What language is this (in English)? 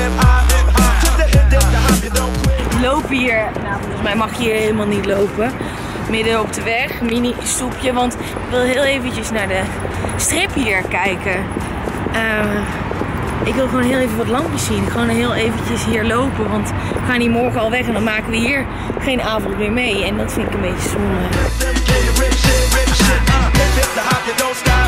Dutch